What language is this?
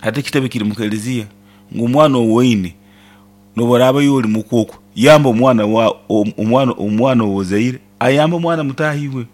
Nyoro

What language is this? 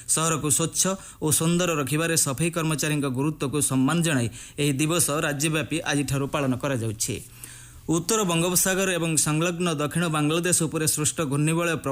Odia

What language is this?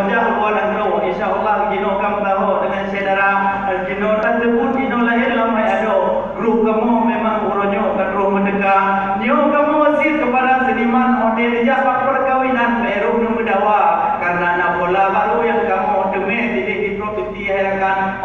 Achinese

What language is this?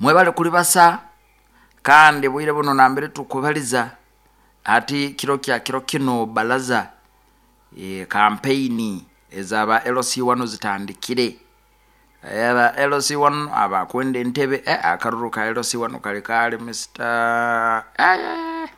Nyoro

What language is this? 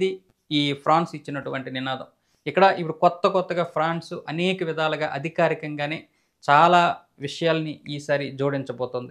Telugu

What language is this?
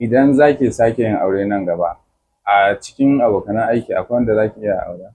Hausa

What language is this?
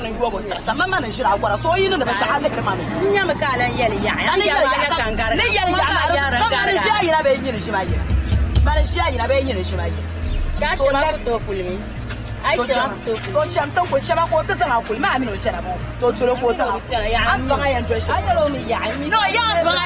Dagbani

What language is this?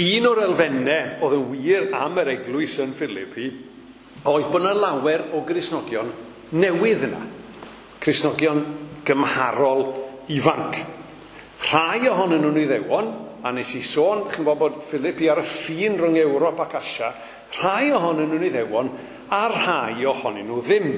Welsh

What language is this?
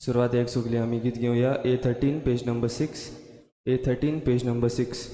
Konkani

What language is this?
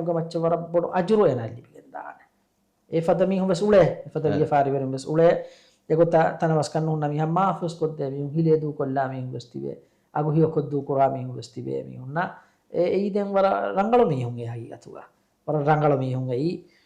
Divehi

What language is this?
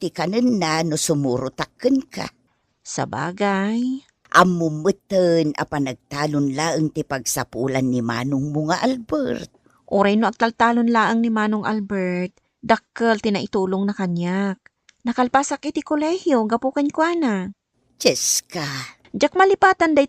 Iloko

